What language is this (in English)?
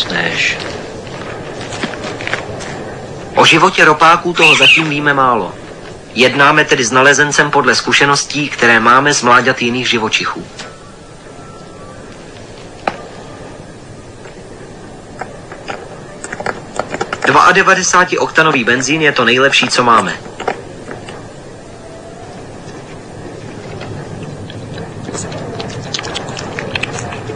Czech